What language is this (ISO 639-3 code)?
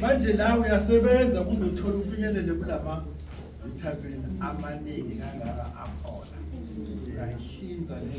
zul